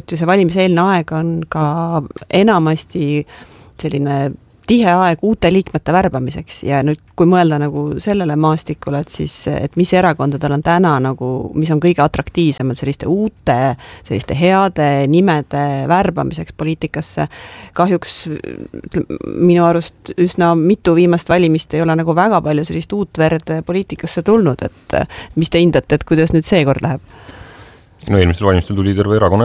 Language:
Estonian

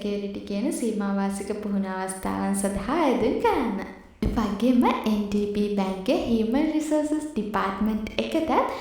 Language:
Sinhala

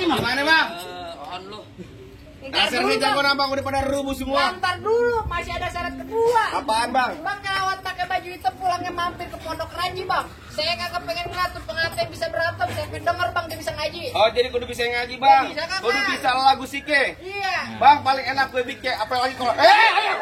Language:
Betawi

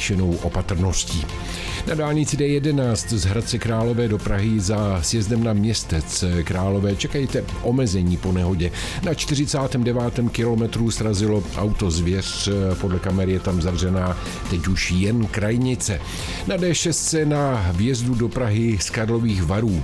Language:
Czech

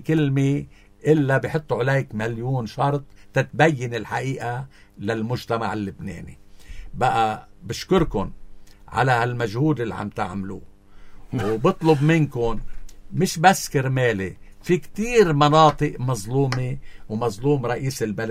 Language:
North Levantine Arabic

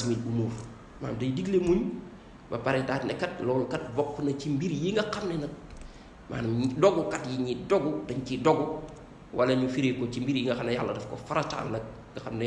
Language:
Wolof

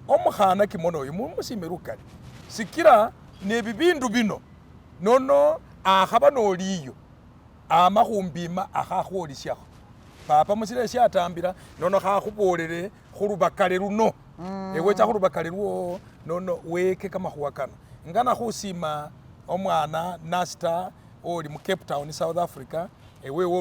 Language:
Masaaba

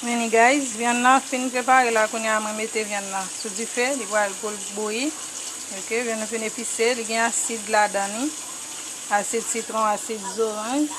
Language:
Haitian Creole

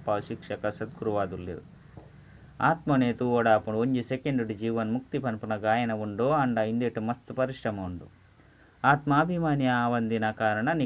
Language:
Tulu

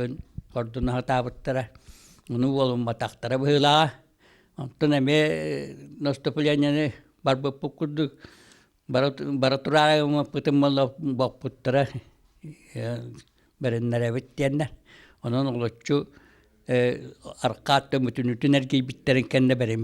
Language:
Yakut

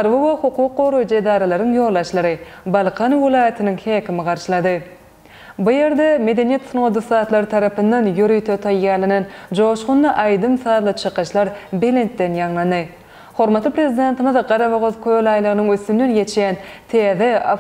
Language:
Turkmen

